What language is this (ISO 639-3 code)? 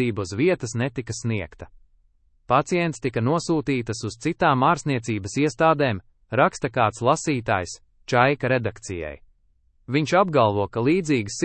lav